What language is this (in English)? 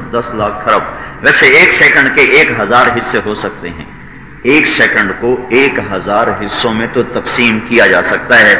Urdu